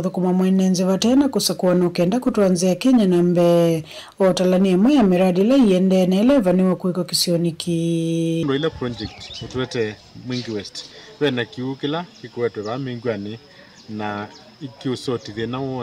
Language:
Kamba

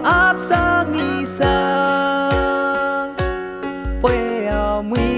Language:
Pohnpeian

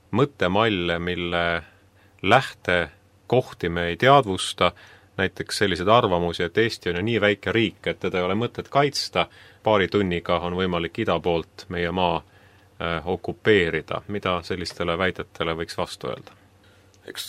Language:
Estonian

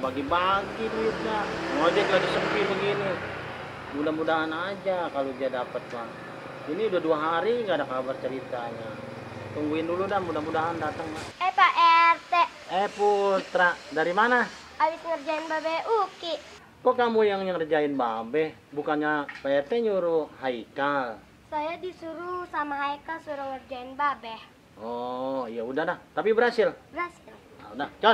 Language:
Betawi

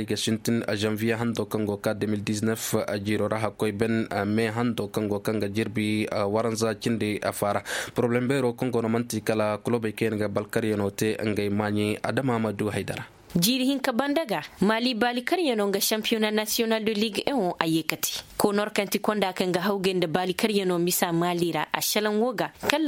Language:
Koyraboro Senni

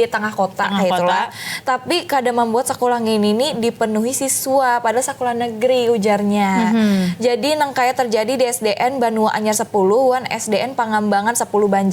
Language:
Banjar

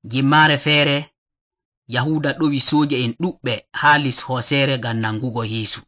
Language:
Nigerian Fulfulde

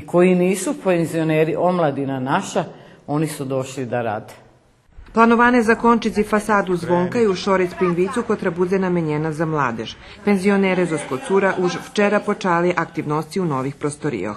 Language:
Rusyn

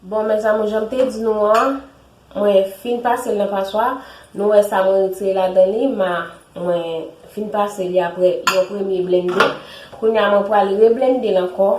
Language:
Haitian Creole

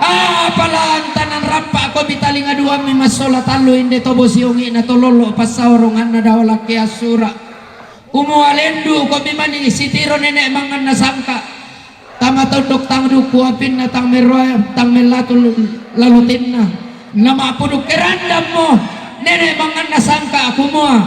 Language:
Toraja-Sa'dan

